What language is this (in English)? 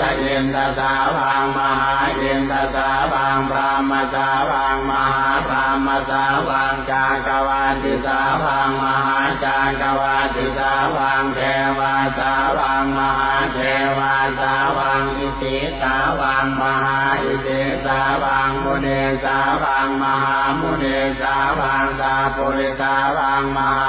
Pali